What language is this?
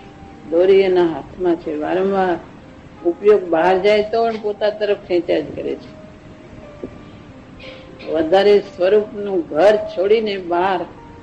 Gujarati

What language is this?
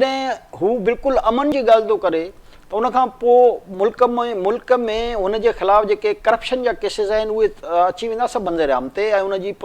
Sindhi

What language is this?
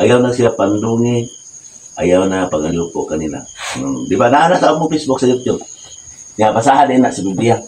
Cebuano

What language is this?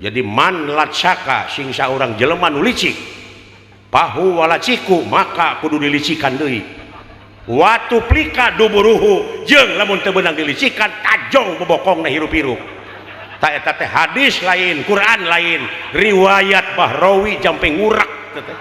Sundanese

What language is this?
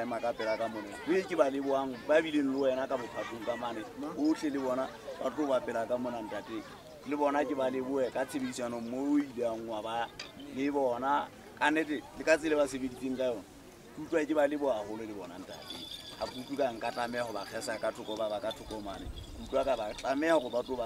Southern Sotho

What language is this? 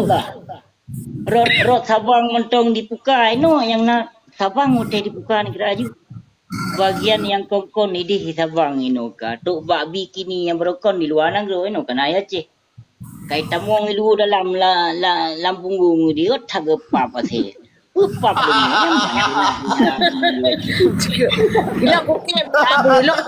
Achinese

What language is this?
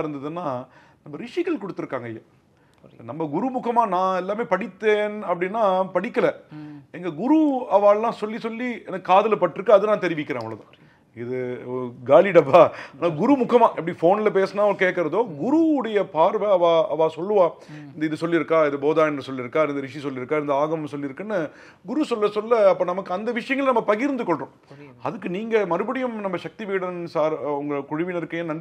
Tamil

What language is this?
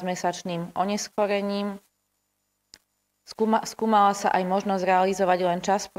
Slovak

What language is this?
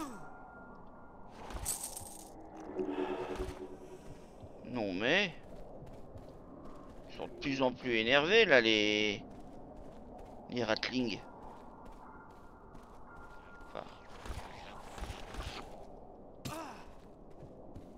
French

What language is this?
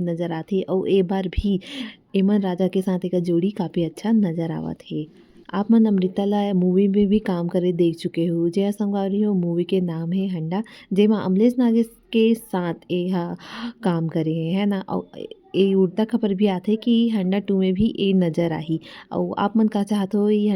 Chhattisgarhi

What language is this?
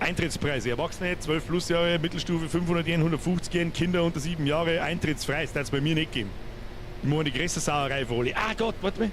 Bavarian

